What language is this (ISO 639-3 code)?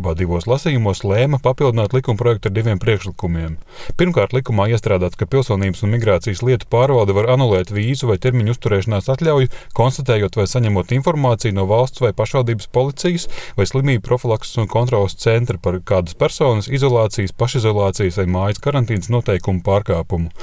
lav